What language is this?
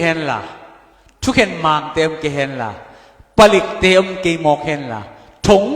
Tedim Chin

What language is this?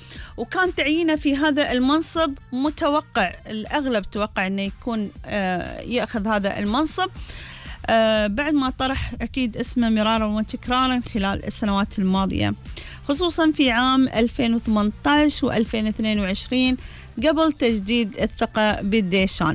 Gulf Arabic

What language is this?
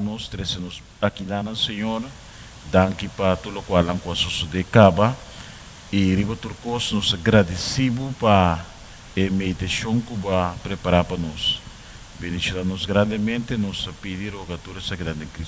Papiamento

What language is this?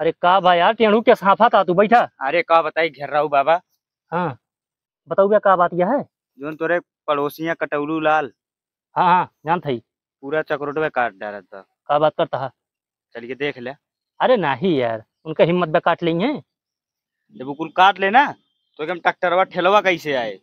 Awadhi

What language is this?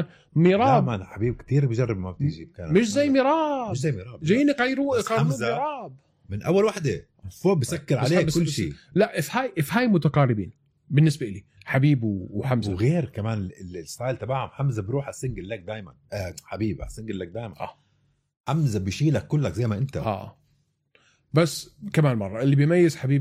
North Levantine Arabic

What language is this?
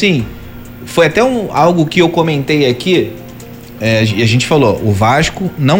Portuguese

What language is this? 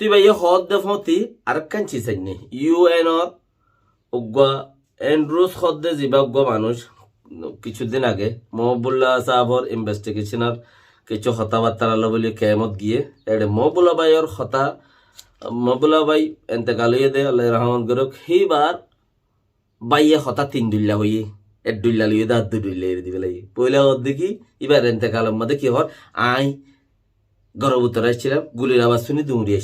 Rohingya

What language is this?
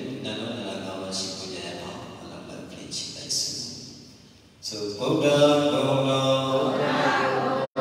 Burmese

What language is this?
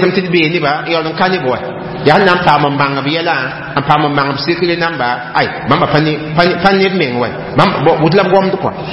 Mossi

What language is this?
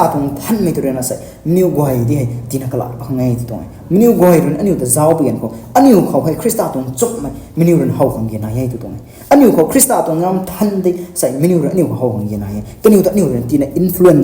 Rongmei Naga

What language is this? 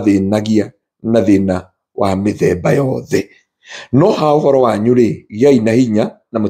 Kikuyu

